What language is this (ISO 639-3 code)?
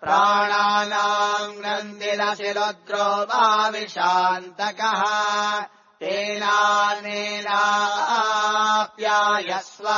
san